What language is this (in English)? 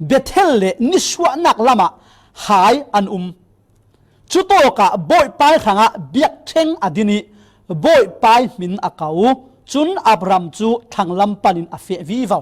Falam Chin